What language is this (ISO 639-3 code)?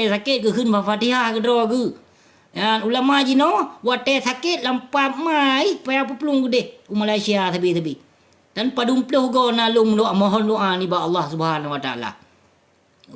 ace